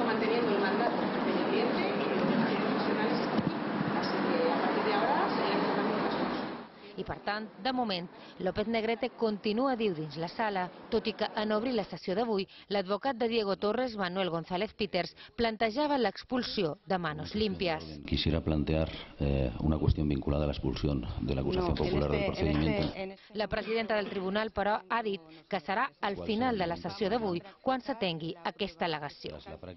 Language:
Catalan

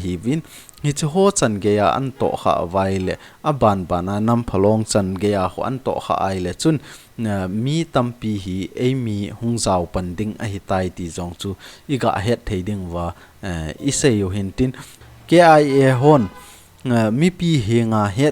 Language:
Thado Chin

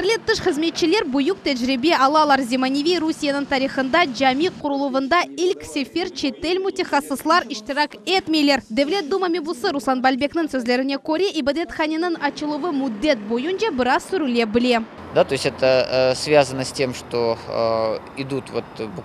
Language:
Crimean Tatar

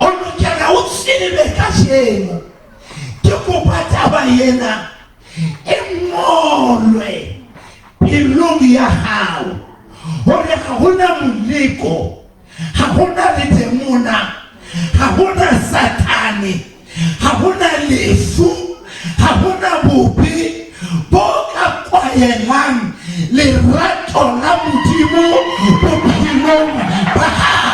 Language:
Southern Sotho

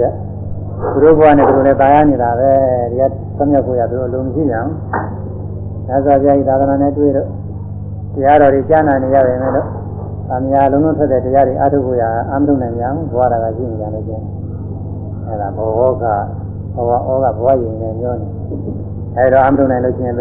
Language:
Burmese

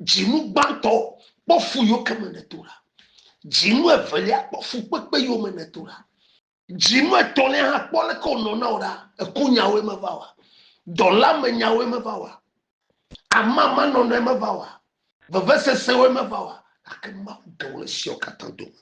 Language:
Ewe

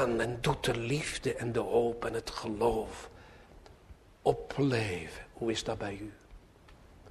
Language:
Dutch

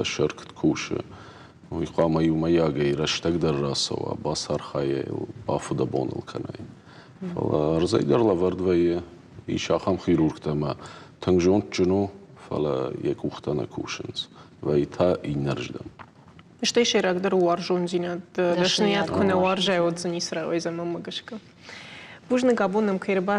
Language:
Ossetic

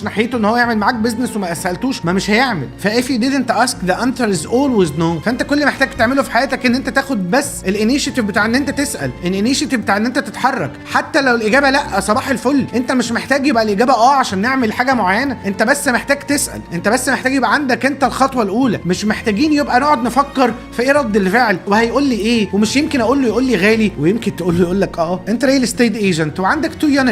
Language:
Egyptian Arabic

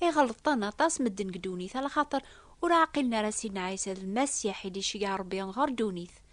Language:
Kabyle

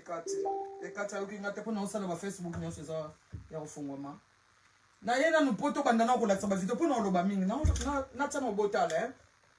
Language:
Lingala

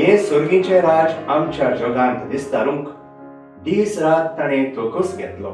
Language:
Konkani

